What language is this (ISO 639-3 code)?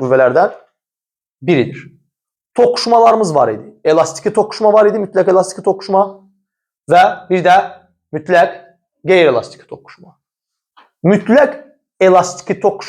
aze